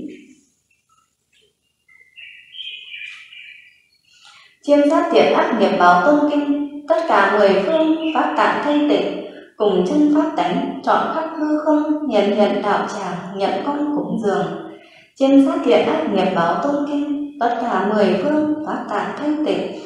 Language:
Vietnamese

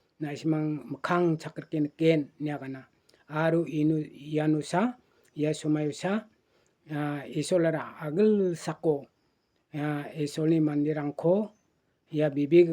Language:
Garo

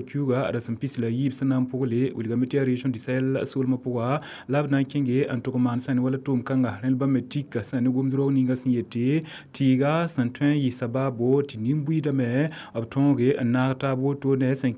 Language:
Mossi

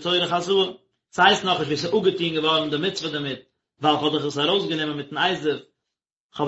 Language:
Yiddish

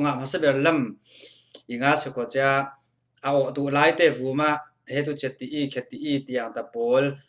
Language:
Falam Chin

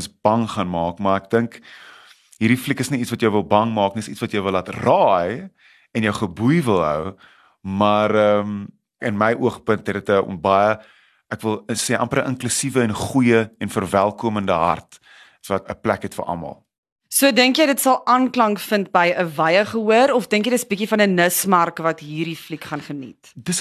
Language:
Afrikaans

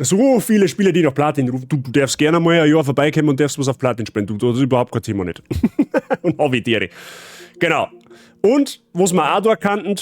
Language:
Bavarian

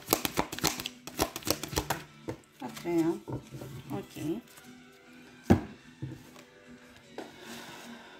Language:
Romanian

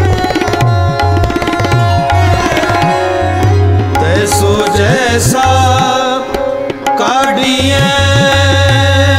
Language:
Punjabi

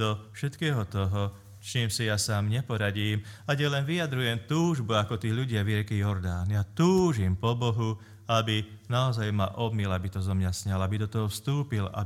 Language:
Slovak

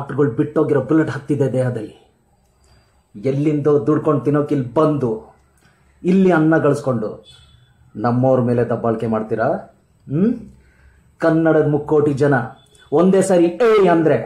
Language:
Kannada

